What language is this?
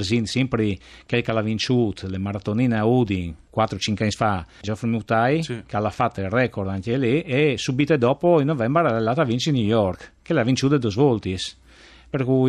Friulian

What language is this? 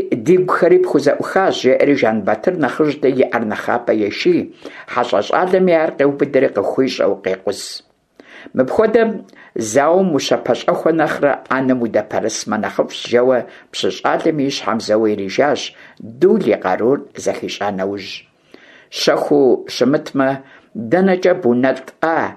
Kabardian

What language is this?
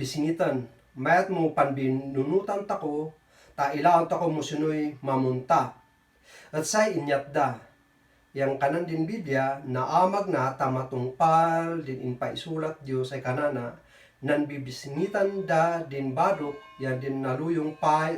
Kankanaey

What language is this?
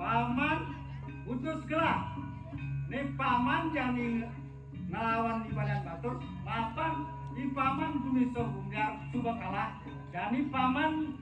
Balinese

